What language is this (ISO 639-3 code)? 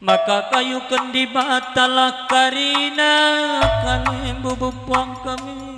btx